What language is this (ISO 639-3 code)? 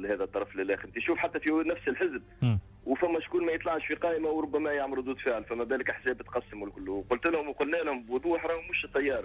aeb